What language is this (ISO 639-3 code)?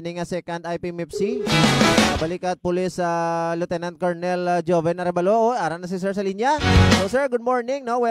hil